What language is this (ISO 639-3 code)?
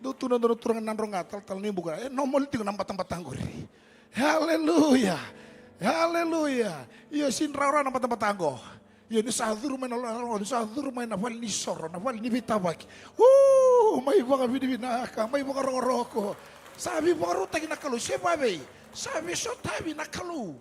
fij